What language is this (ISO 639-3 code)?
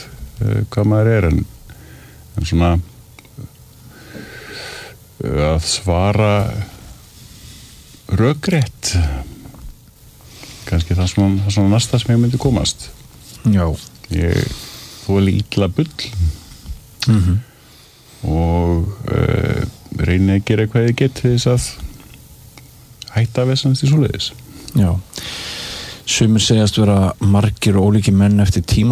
isl